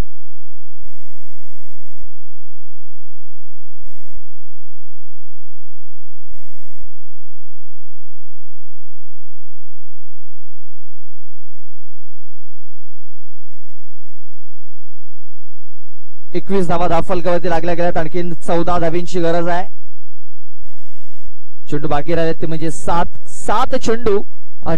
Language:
Marathi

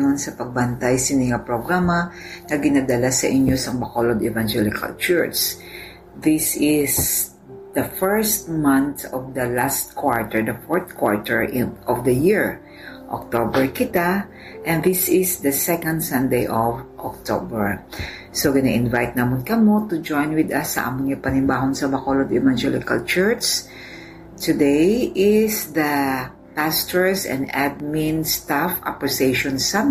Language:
Hiligaynon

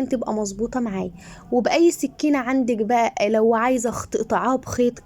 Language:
Egyptian Arabic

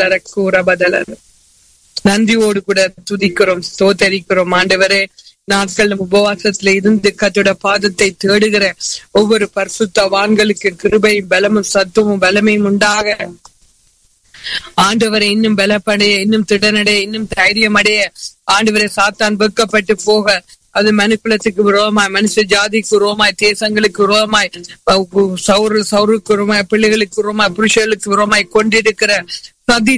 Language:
Tamil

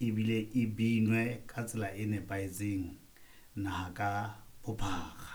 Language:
Southern Sotho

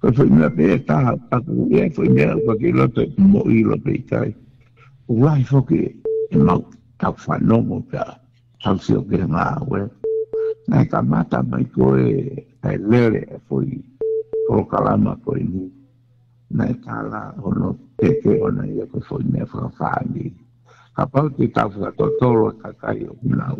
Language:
Tongan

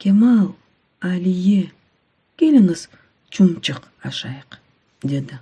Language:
Crimean Tatar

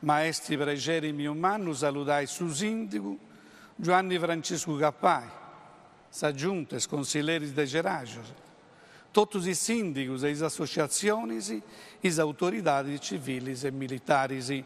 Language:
Sardinian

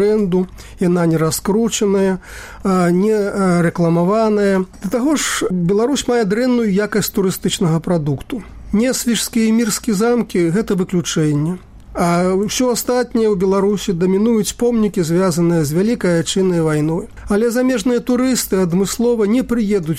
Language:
Belarusian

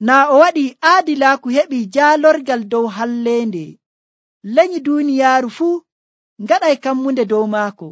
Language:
Nigerian Fulfulde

